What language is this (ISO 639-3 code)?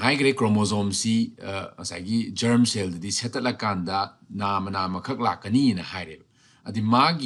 mni